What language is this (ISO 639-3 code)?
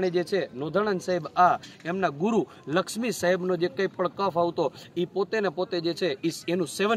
guj